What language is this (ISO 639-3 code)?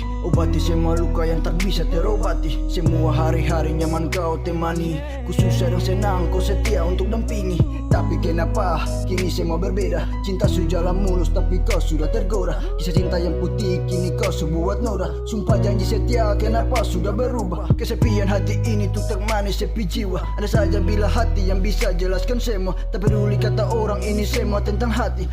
abs